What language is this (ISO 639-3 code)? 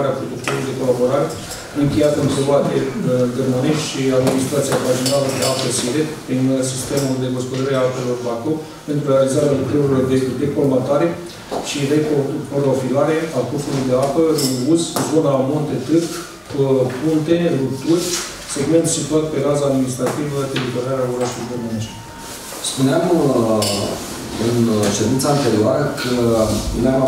ron